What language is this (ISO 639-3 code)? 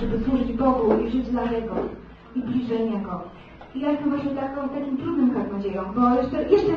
pol